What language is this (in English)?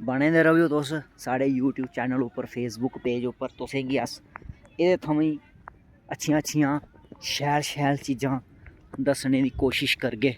Dogri